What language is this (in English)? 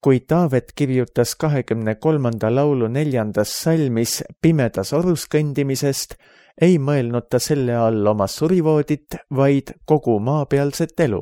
Estonian